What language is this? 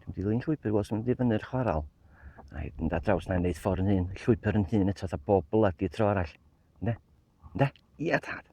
Welsh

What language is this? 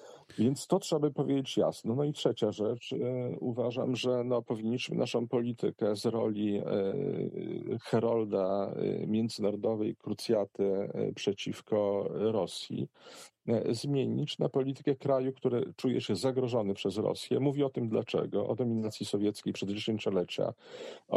Polish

